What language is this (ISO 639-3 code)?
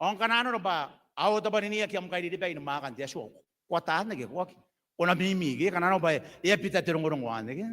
gil